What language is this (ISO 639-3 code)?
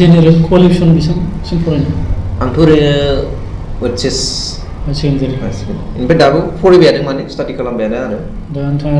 brx